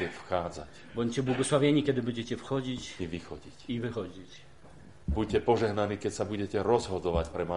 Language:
Slovak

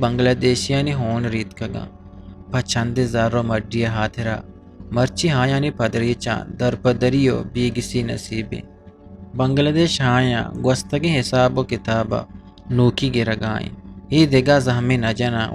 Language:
Eastern Balochi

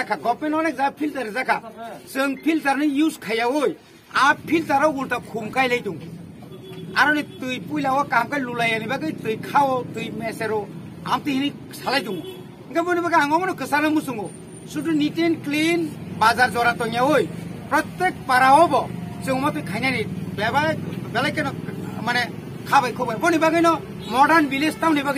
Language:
Kok Borok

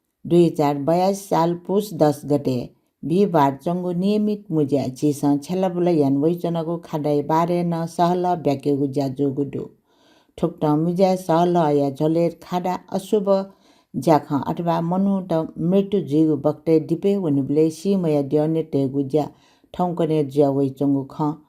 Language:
Newari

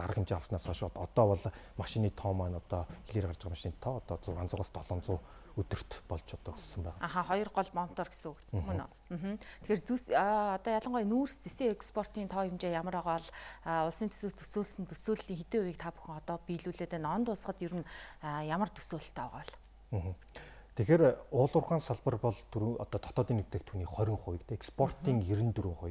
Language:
Mongolian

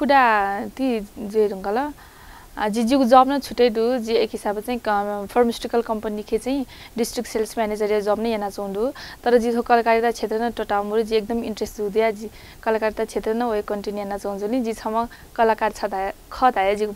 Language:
Newari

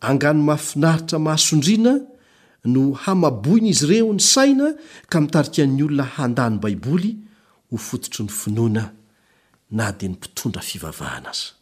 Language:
Malagasy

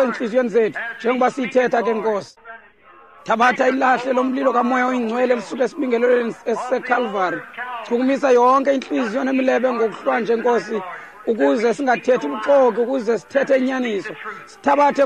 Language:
Xhosa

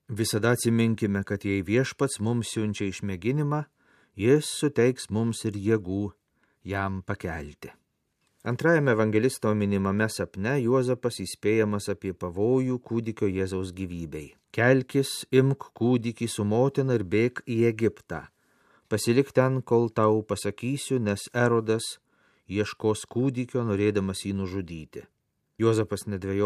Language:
Lithuanian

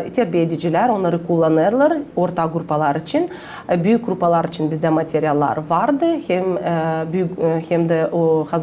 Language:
Gagauz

